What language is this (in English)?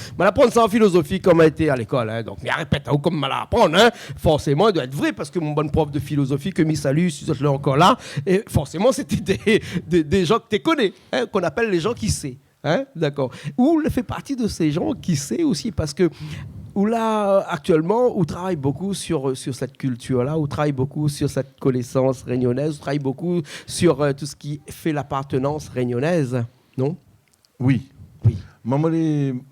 Réunion Creole French